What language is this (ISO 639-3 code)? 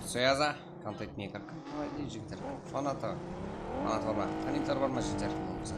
kaa